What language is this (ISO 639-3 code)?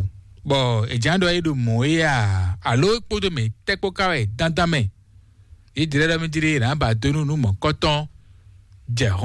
fon